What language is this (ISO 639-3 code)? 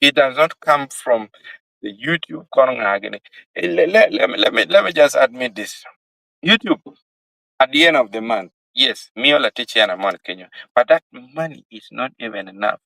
ach